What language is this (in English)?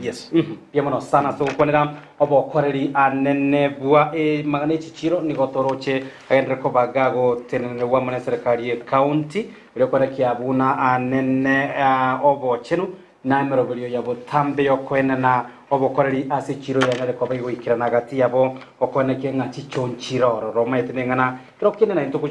Gusii